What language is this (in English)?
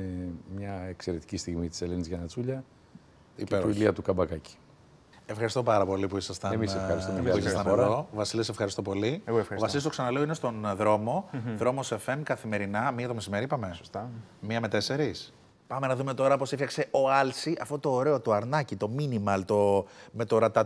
Greek